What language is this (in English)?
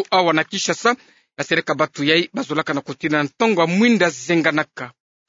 Kituba (Democratic Republic of Congo)